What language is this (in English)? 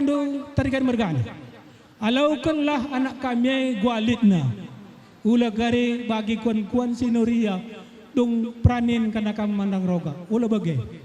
Batak Karo